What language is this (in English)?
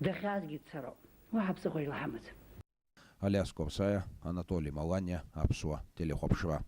Abkhazian